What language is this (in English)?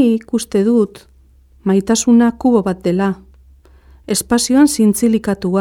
Basque